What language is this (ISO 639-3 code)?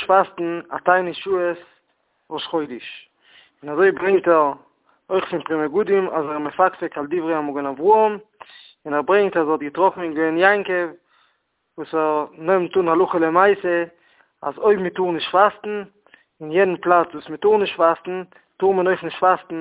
yid